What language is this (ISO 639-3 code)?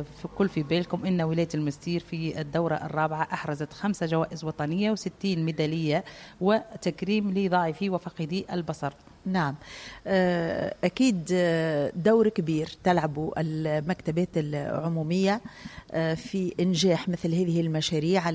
aeb